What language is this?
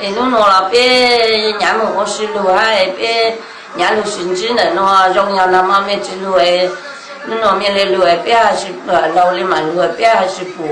Hmong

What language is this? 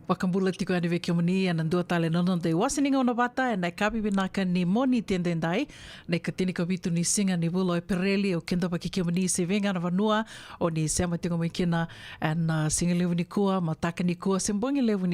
Fijian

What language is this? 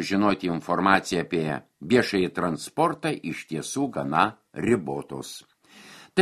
Lithuanian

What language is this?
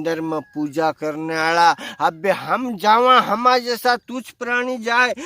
Rajasthani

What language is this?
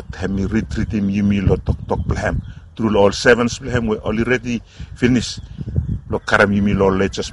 Bislama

